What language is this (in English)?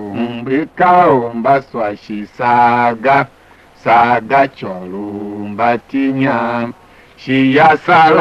Tiv